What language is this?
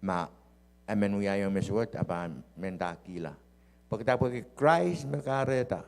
Pohnpeian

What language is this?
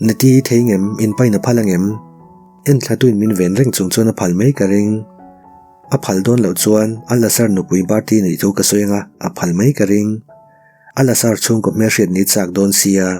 Mizo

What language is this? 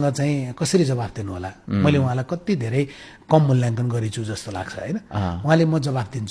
Nepali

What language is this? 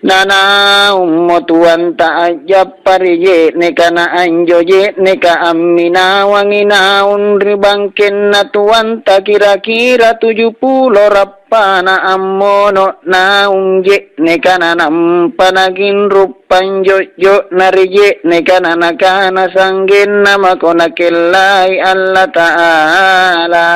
Makasar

